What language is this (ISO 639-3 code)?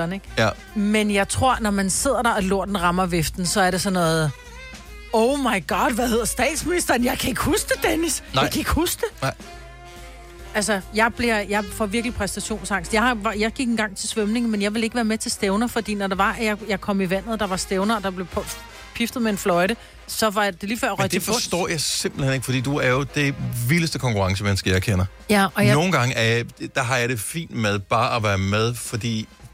dan